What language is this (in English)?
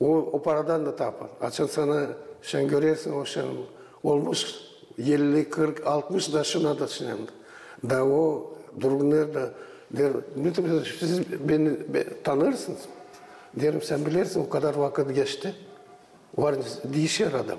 Gagauz